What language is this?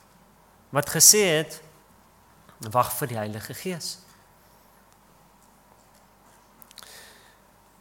Afrikaans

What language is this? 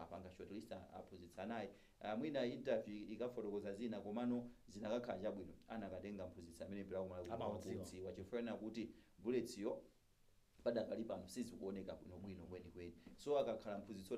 Nyanja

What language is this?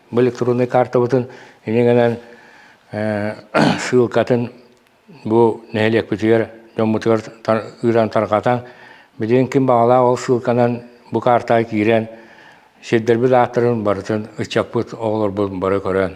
Yakut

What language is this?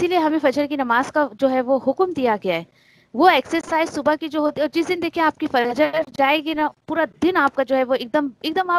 Urdu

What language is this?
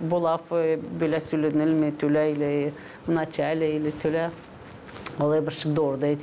Gagauz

